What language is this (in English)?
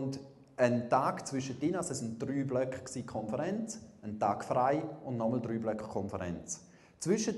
Swiss German